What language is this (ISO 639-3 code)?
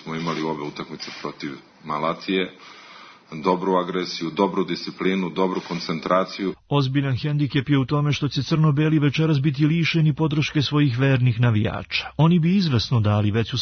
srp